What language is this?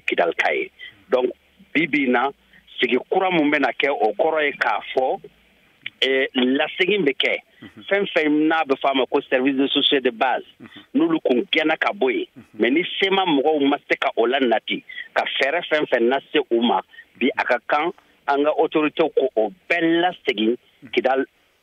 Bambara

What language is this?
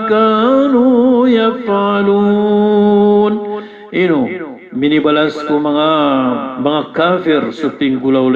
Maranao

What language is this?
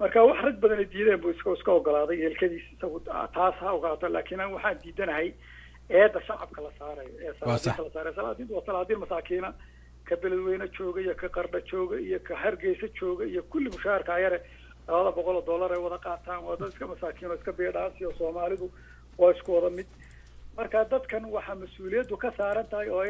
Somali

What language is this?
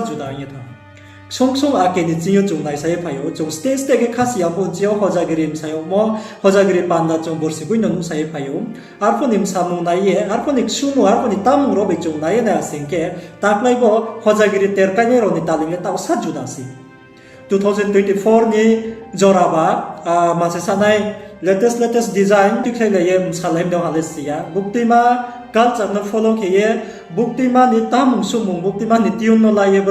Riang (India)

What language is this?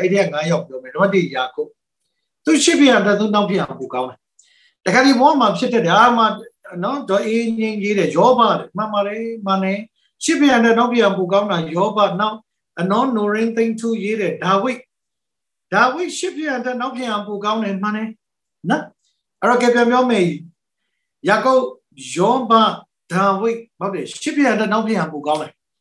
Burmese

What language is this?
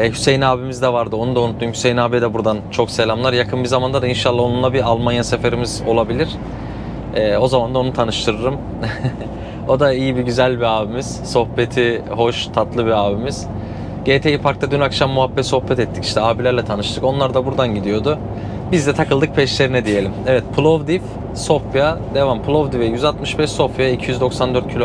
Turkish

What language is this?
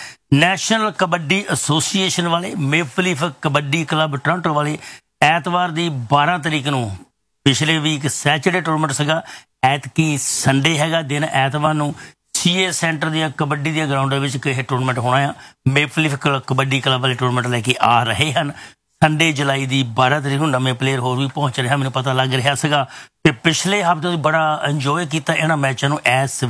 Punjabi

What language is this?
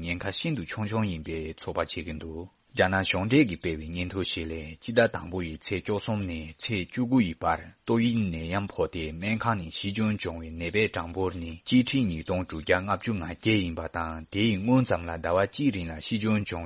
Tibetan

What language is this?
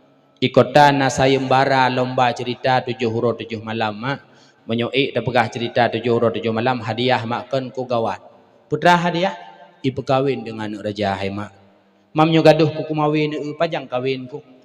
Achinese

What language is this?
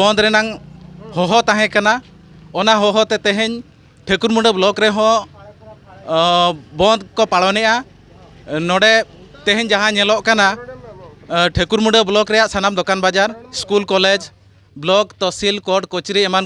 Santali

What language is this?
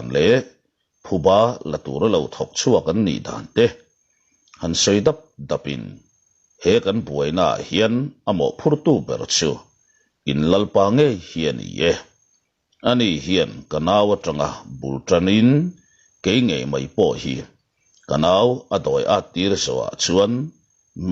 Mizo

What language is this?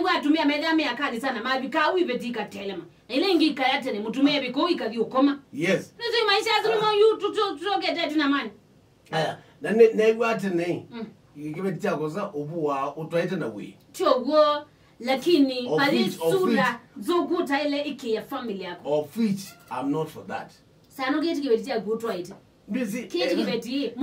Kamba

